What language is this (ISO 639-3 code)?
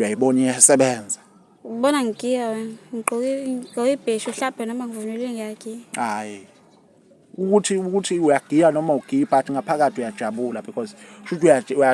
zul